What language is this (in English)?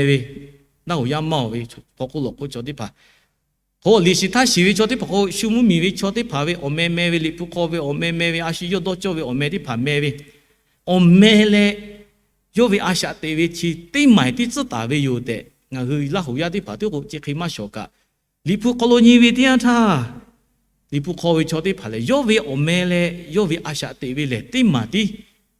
Lahu